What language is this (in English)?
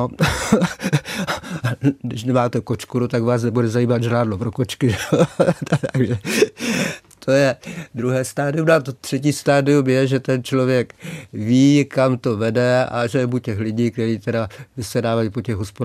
Czech